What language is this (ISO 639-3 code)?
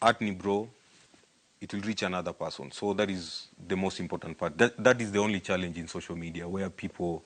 luo